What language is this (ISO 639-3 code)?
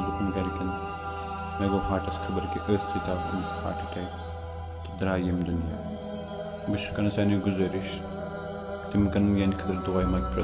kas